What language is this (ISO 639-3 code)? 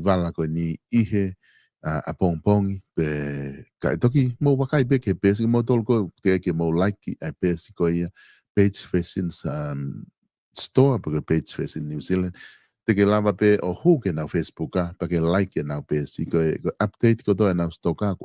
ton